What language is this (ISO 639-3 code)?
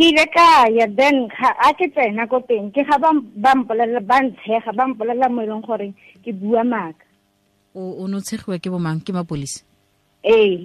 tsn